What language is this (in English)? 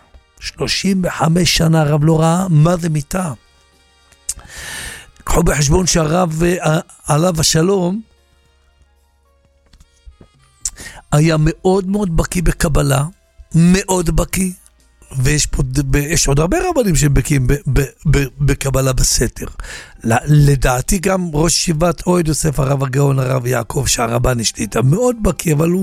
Hebrew